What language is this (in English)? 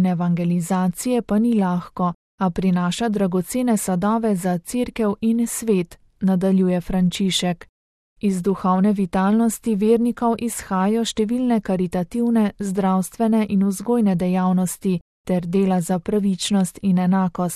Slovenian